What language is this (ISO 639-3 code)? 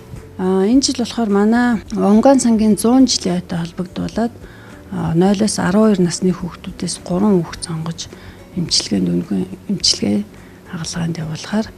mon